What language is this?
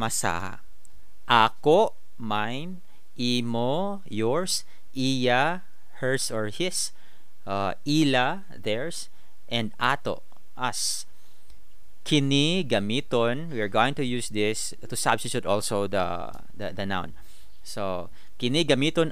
Cebuano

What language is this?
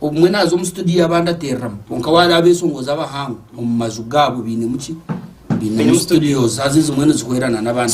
Nyankole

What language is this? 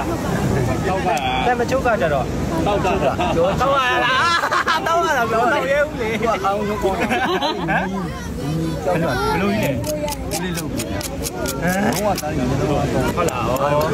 Burmese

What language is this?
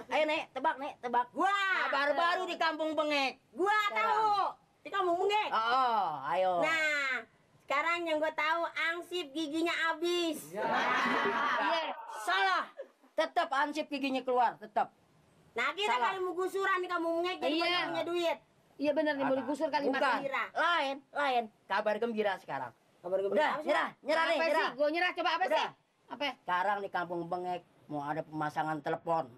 Betawi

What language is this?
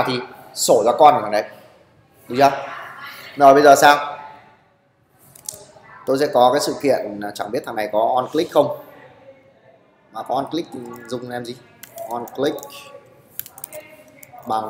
Vietnamese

